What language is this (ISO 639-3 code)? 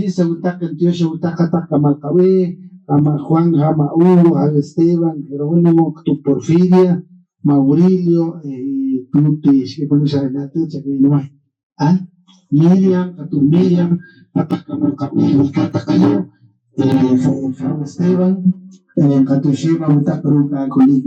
poh